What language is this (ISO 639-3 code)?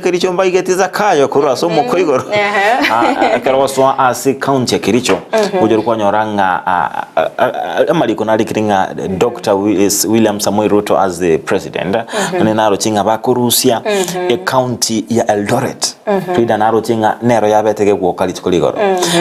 guz